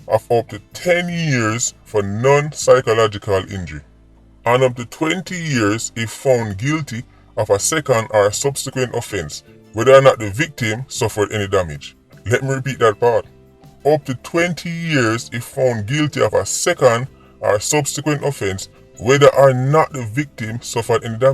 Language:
Jamaican Creole English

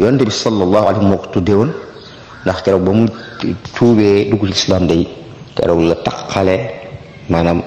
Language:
Wolof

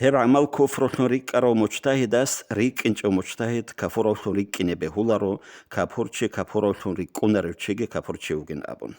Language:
Avaric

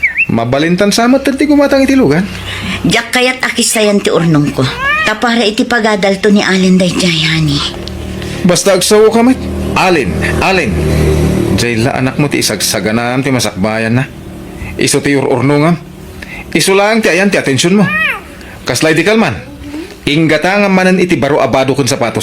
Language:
Iloko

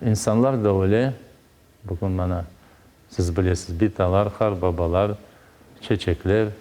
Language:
Crimean Tatar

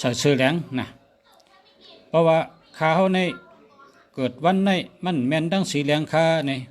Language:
Shan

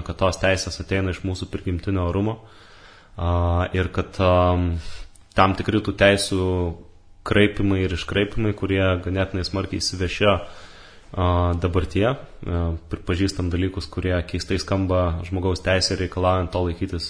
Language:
Lithuanian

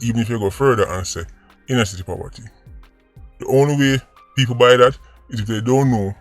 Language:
Jamaican Creole English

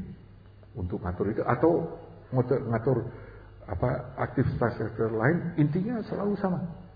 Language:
Indonesian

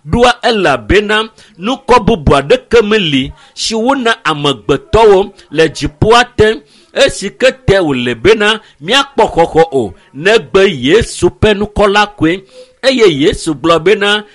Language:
Ewe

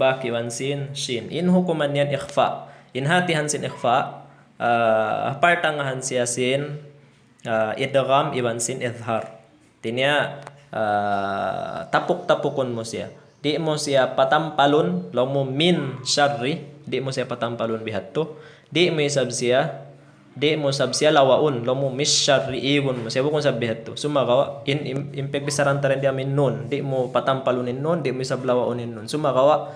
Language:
Tausug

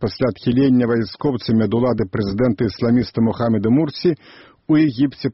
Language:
Belarusian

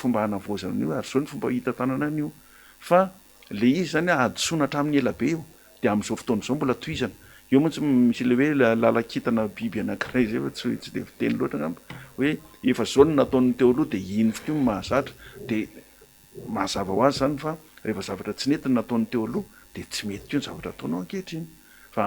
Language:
Malagasy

